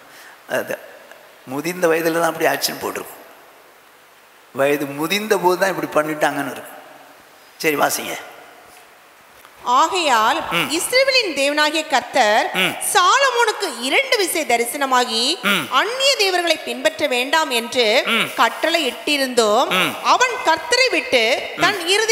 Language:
Tamil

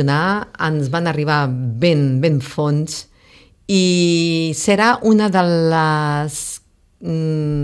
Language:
Catalan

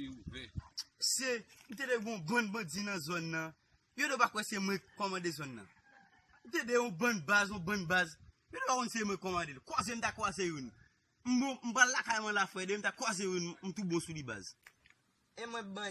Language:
Haitian Creole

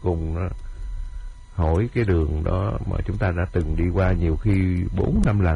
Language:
Vietnamese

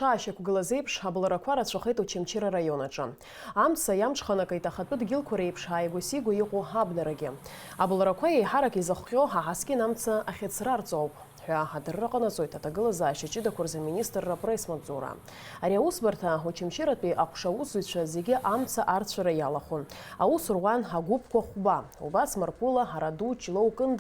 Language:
Abkhazian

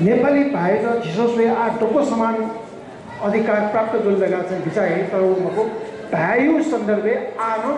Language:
Newari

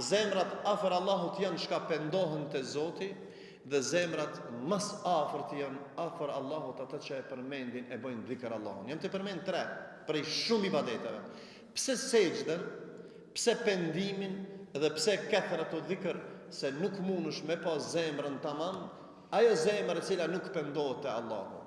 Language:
Albanian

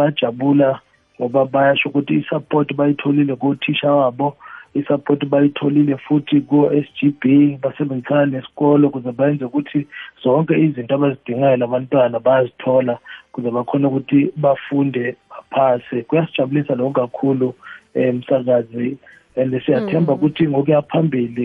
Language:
South Ndebele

